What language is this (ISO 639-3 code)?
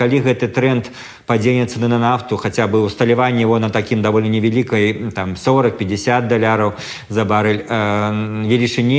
bel